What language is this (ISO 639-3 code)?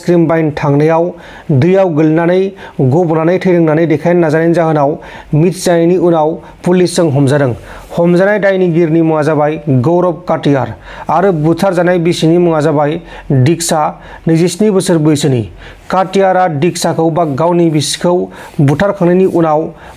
brx